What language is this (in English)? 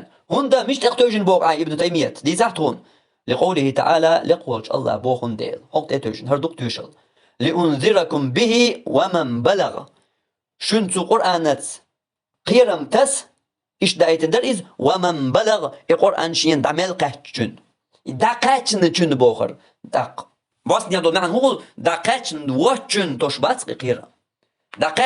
Chechen